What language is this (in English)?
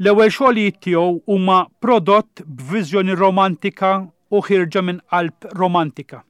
Maltese